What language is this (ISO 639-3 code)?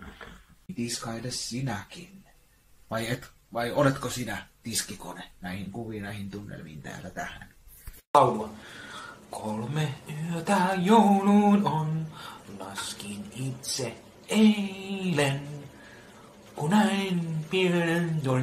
fin